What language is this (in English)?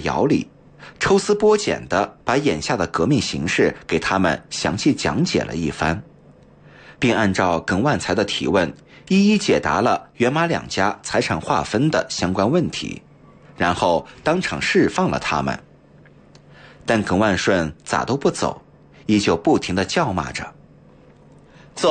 Chinese